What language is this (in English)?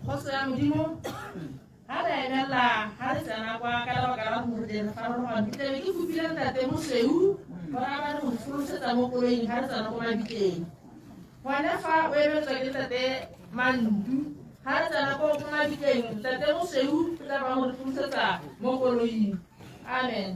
Tswana